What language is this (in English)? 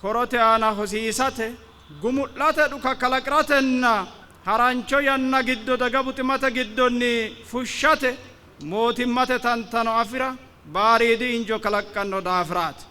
Sidamo